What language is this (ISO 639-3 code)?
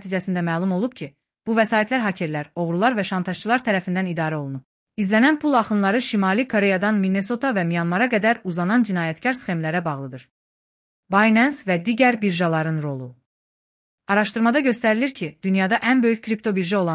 aze